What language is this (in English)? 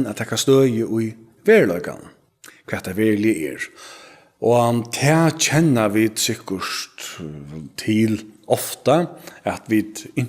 Faroese